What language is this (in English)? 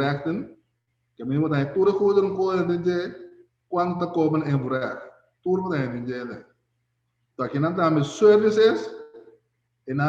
Papiamento